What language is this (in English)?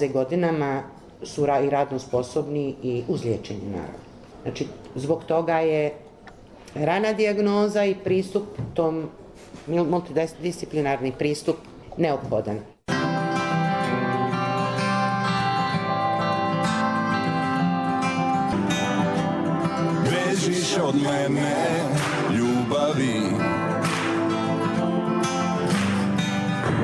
Croatian